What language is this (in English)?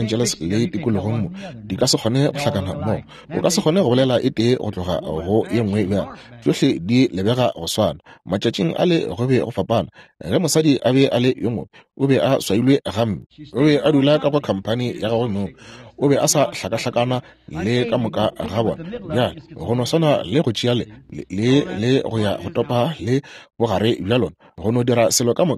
Northern Sotho